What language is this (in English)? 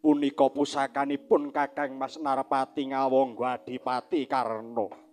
Javanese